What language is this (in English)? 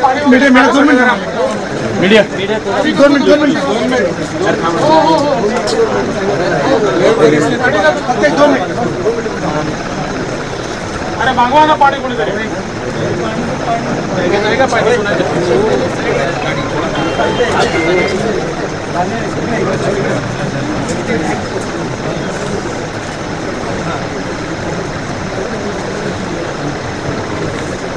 Marathi